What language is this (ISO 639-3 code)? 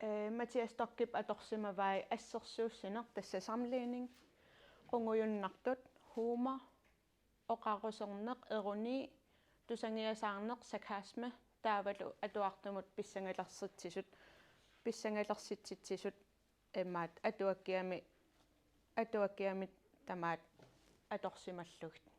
kal